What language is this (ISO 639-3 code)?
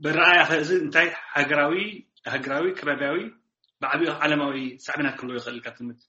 tir